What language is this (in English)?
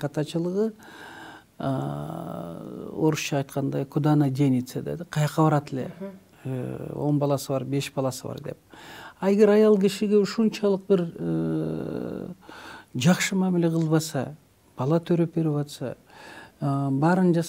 Kyrgyz